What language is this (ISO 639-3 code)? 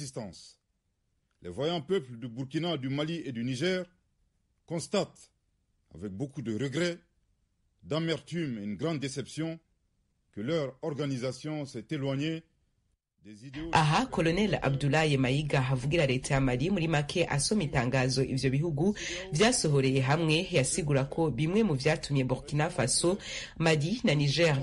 run